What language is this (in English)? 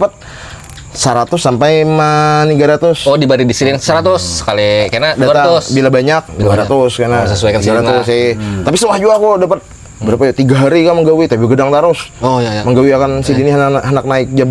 Banjar